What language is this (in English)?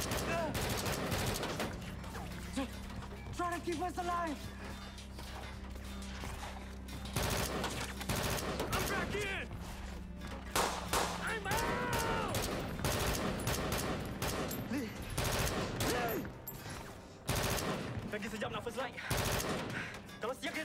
Malay